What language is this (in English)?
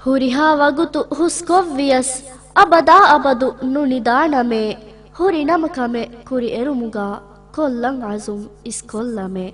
Divehi